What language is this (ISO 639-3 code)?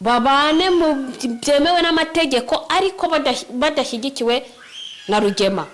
kin